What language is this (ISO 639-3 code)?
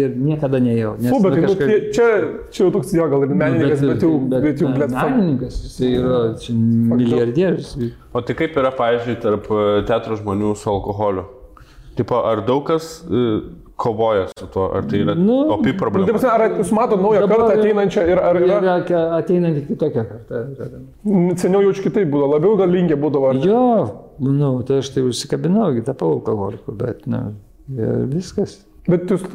lit